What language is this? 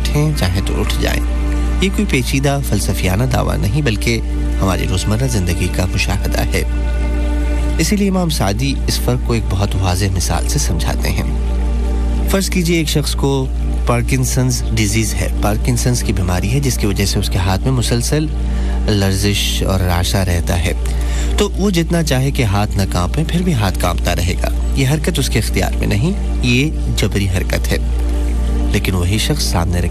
Urdu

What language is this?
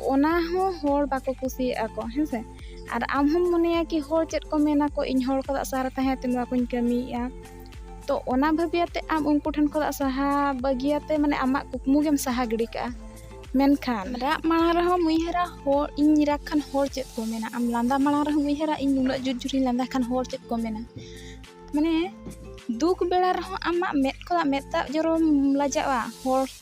Santali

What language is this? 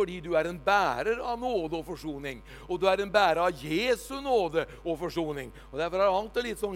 Norwegian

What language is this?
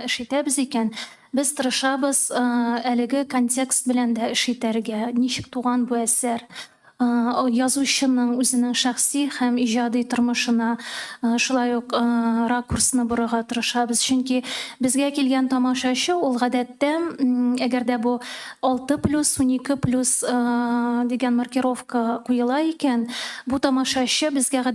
Tatar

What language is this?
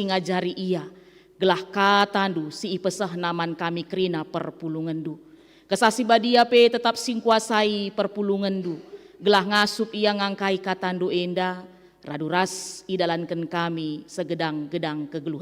Batak Karo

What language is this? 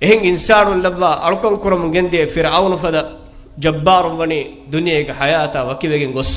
Divehi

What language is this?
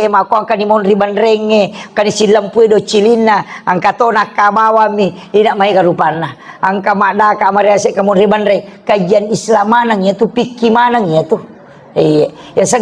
Buginese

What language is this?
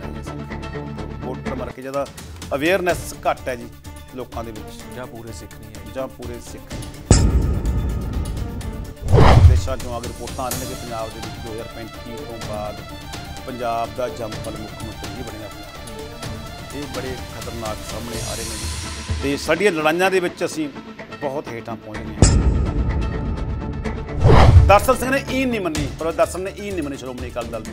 Punjabi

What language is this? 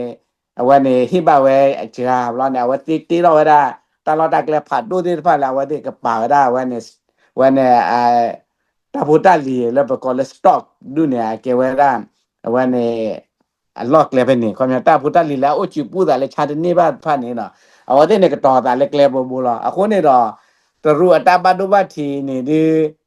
S'gaw Karen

